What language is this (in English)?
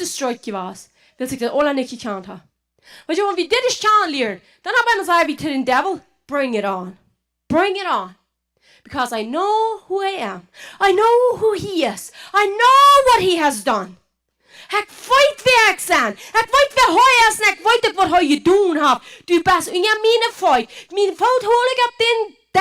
Plautdietsch